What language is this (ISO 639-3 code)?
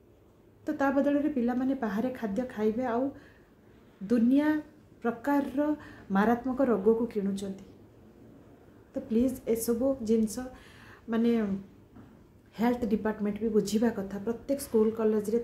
ori